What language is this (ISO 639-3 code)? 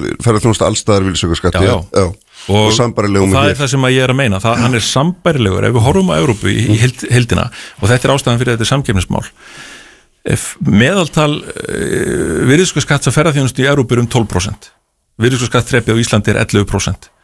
isl